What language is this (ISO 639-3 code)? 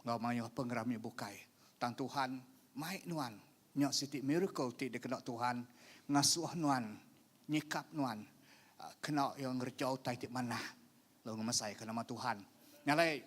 iba